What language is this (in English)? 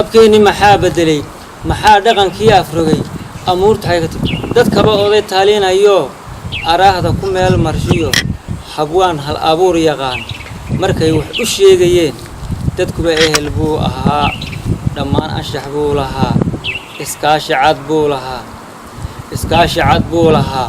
Somali